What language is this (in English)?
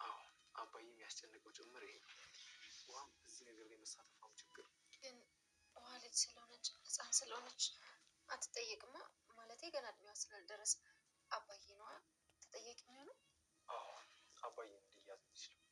Amharic